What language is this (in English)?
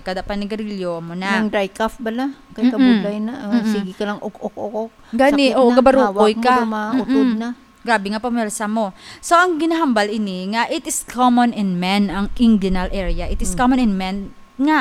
Hiligaynon